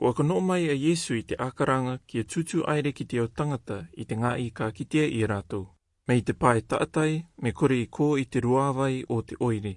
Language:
Rarotongan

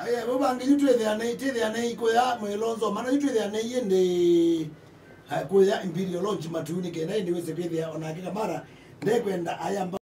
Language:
Kamba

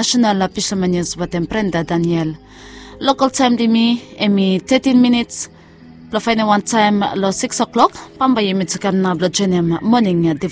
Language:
Bislama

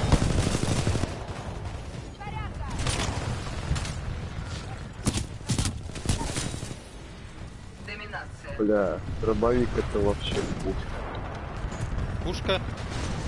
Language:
Russian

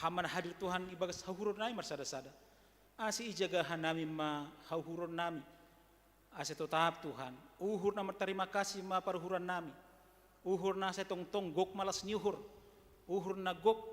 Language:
Batak Simalungun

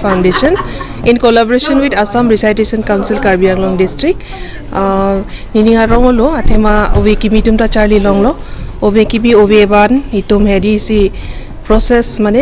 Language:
Karbi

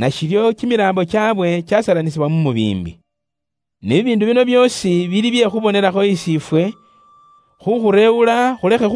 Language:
Luyia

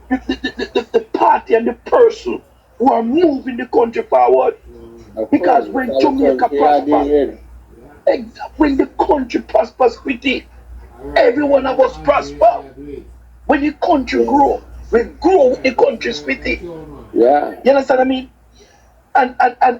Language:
Jamaican Creole English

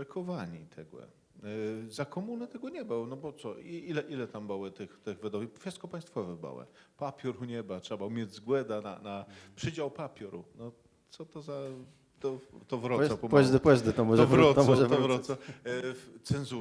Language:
Kashubian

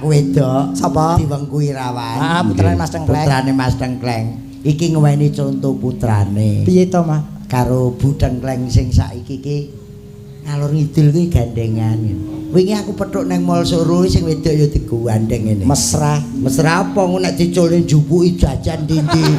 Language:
Javanese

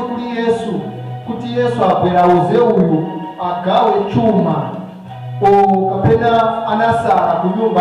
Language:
Nyanja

